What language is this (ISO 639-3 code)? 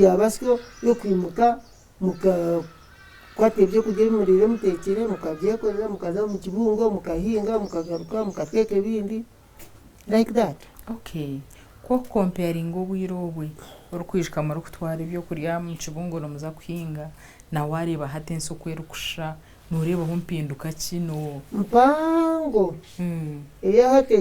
nyn